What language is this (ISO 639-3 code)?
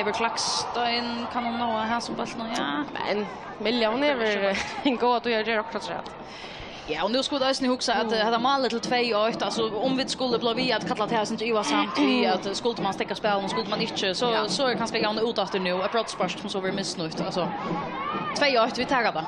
fao